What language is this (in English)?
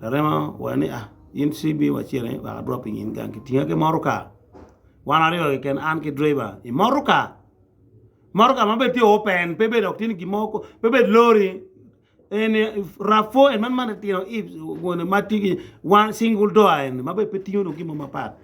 Acoli